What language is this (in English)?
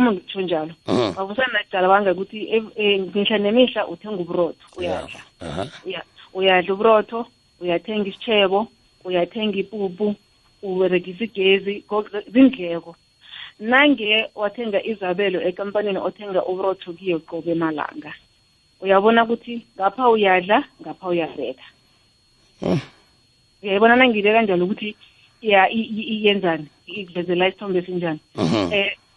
South Ndebele